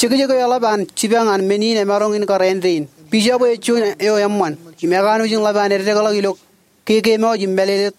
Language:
Marshallese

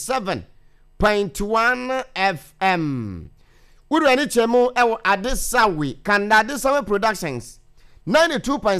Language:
Akan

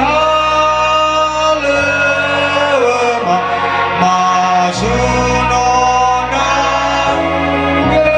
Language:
Nias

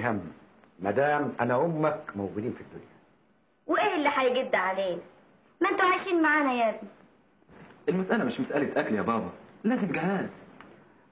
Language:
Egyptian Arabic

